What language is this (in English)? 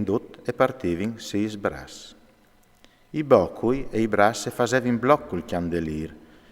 Friulian